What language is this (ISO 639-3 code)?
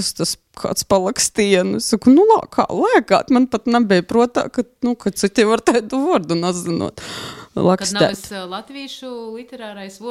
lav